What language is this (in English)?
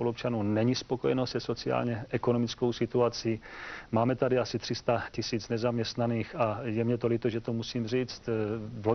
Czech